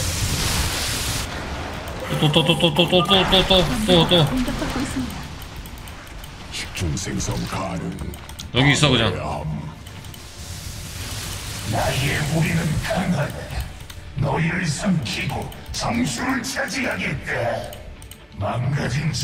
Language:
Korean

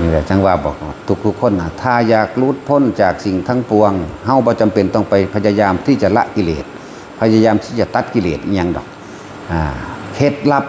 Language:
Northeastern Thai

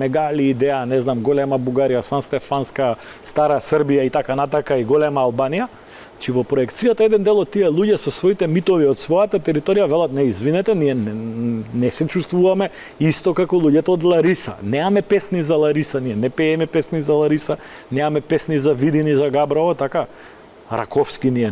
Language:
Macedonian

